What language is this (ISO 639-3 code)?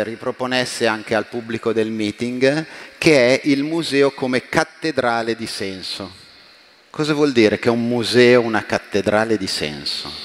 ita